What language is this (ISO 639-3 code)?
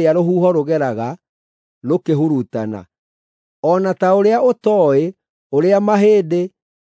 kik